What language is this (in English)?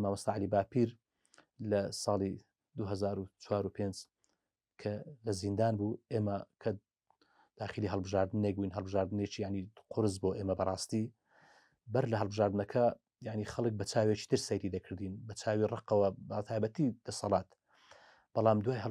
Central Kurdish